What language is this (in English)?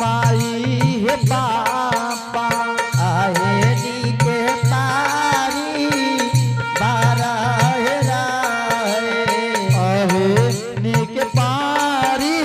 Angika